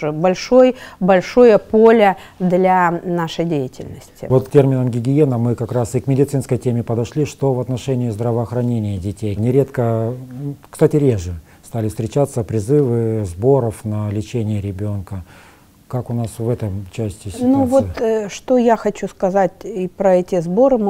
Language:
Russian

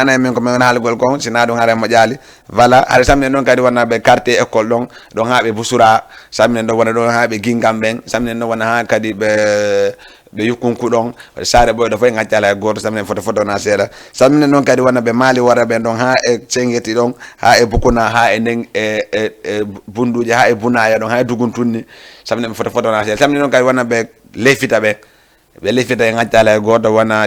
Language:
Fula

